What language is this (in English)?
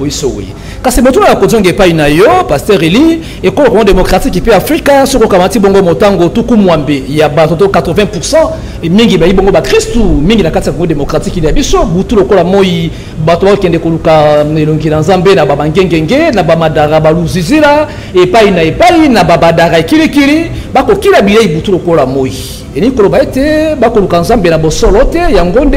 Lingala